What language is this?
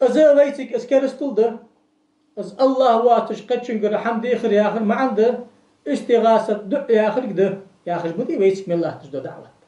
Ingush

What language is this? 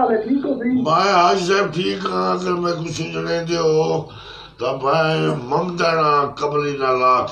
Saraiki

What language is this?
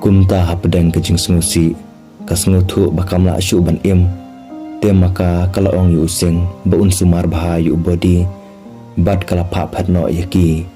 Khasi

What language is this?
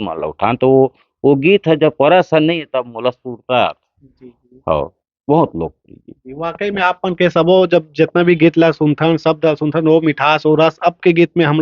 Chhattisgarhi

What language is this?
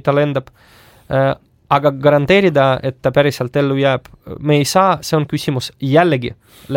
Estonian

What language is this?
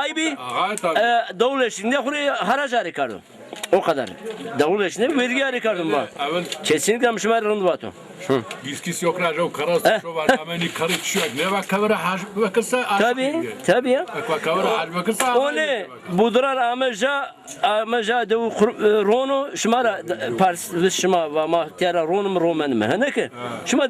Zaza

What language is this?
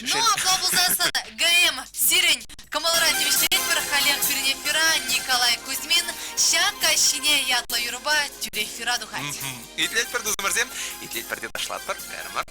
Chuvash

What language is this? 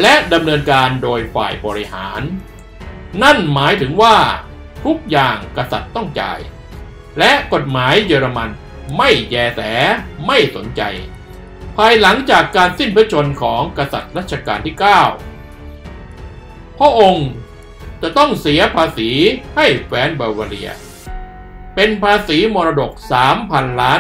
Thai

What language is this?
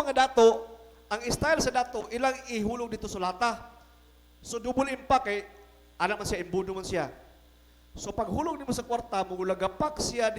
Cebuano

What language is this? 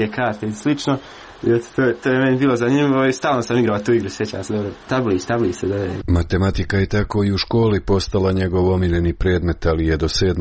Croatian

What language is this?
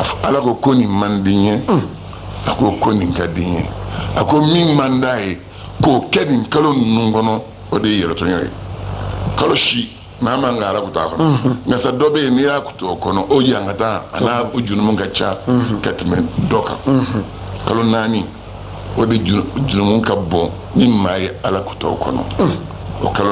Bambara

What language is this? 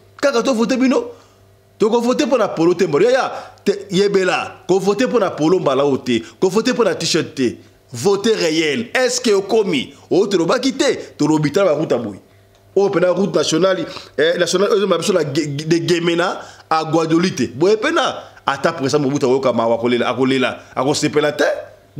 Lingala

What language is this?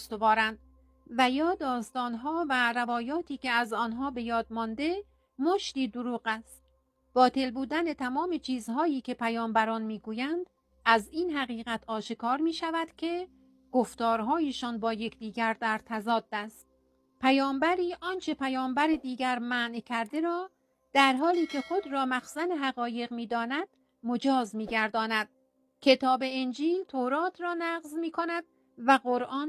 Persian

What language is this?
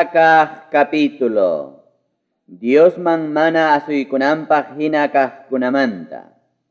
Ayacucho Quechua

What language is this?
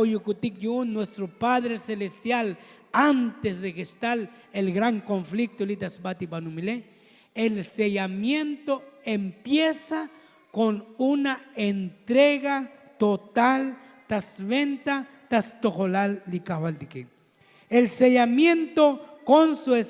Tzotzil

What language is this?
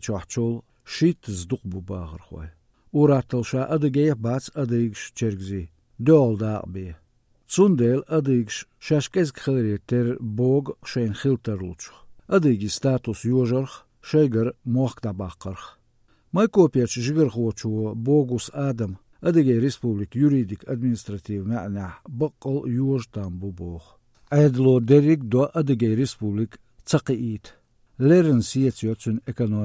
Chechen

